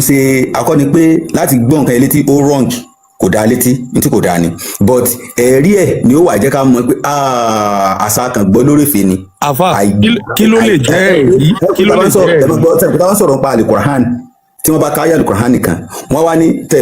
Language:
Yoruba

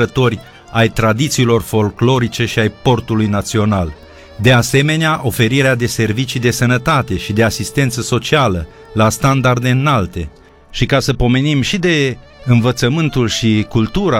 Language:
Romanian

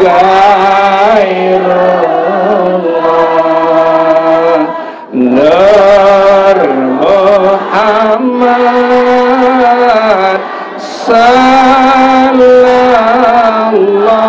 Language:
Sasak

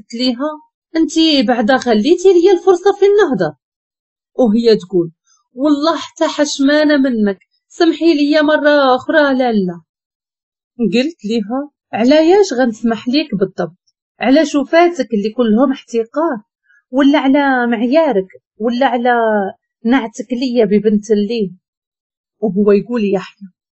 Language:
Moroccan Arabic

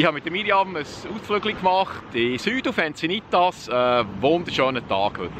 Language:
Swiss German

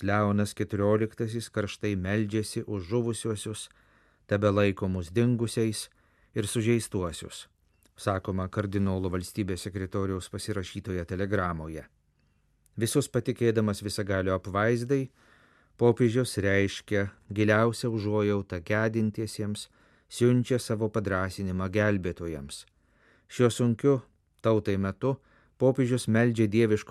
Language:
Lithuanian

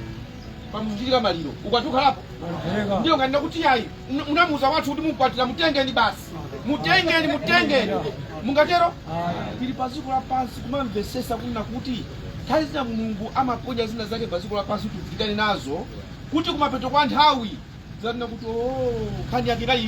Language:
Nyanja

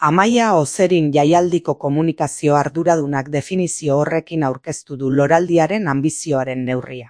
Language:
Basque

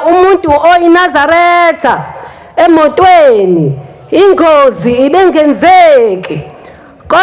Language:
Zulu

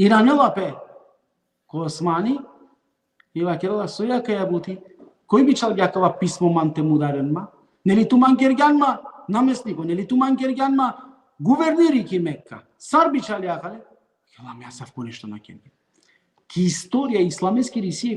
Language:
Balkan Romani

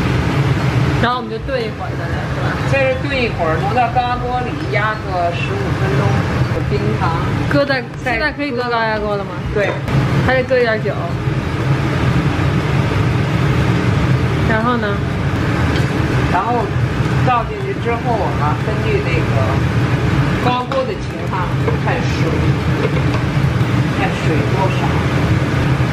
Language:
Chinese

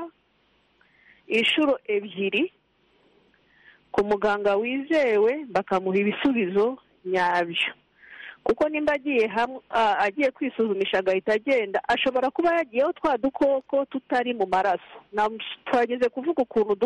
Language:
Kinyarwanda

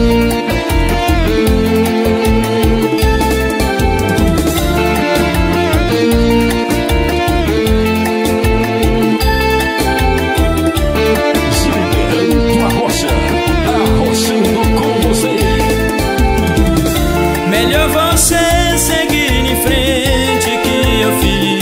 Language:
Portuguese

